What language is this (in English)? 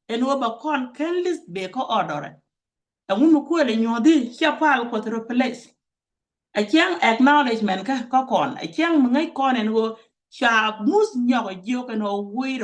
Nuer